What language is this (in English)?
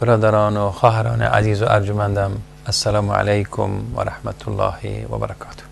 Persian